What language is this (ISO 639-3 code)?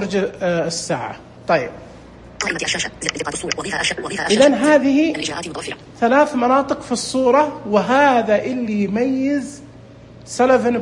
ars